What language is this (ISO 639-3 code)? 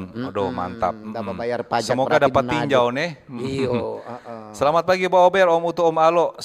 xmm